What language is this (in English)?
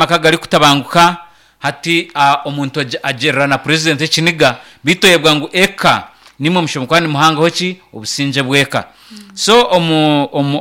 Nyankole